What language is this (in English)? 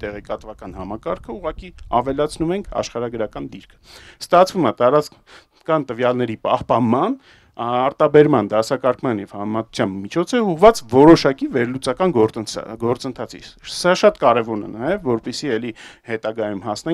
Armenian